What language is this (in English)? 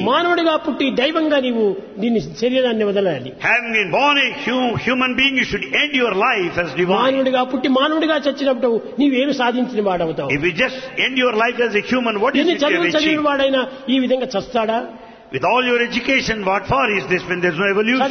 Telugu